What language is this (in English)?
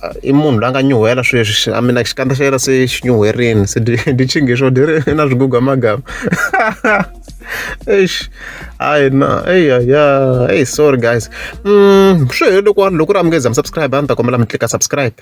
Tsonga